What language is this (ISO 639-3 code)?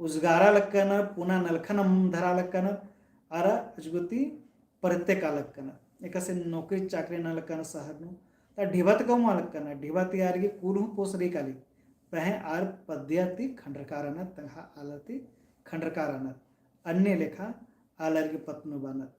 kru